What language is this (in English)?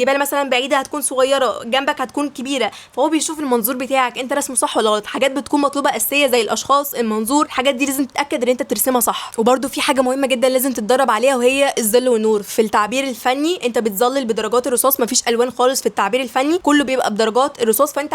Egyptian Arabic